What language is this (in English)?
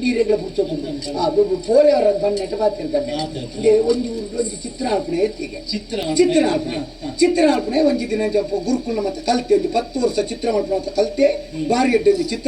Tulu